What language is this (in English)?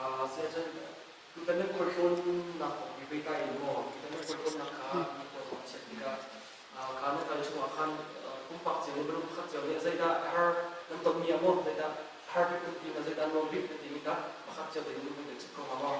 Hakha Chin